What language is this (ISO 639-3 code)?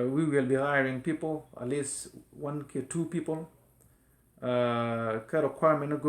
nus